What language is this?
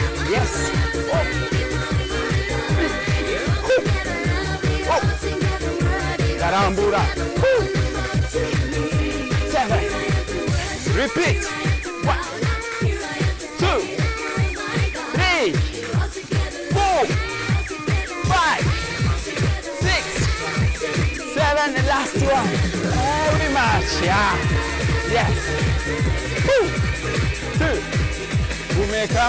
Kinyarwanda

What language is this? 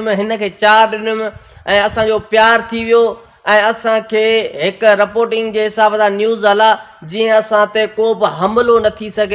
Sindhi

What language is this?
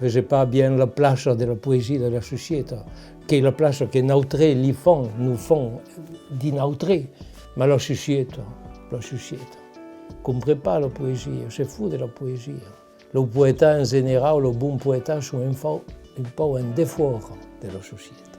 Occitan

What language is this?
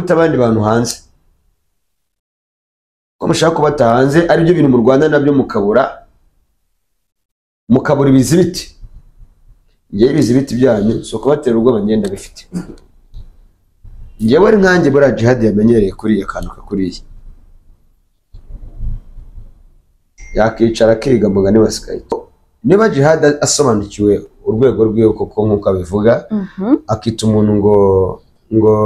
Kinyarwanda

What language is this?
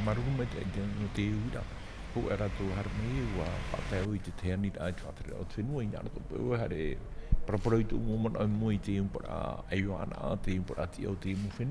Tahitian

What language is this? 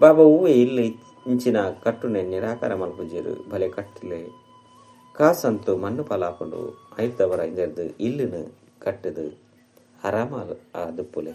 Tulu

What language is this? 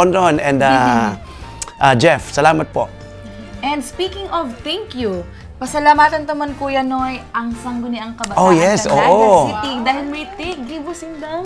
Bikol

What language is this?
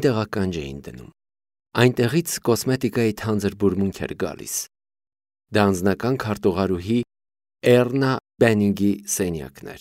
Armenian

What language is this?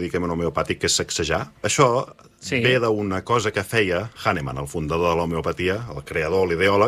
Catalan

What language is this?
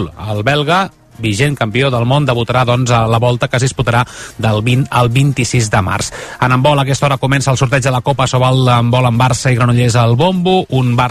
Catalan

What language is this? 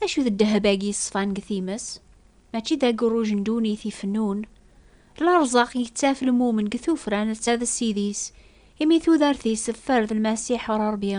Kabyle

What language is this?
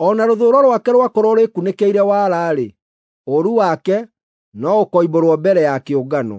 Kikuyu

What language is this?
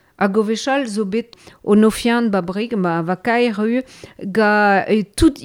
Breton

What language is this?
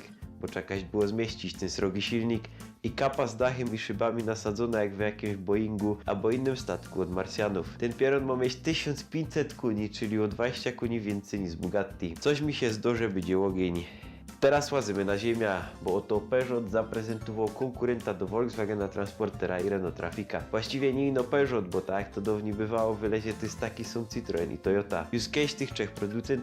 Silesian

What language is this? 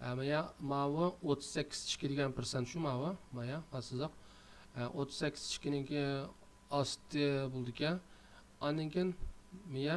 Uyghur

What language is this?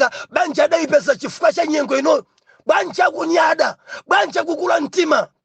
Nyanja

